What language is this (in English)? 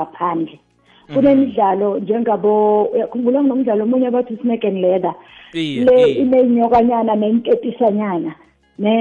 South Ndebele